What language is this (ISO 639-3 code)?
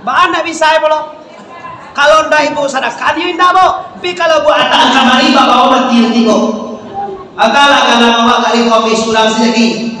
min